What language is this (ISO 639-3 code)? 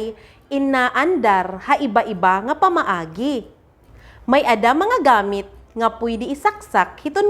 war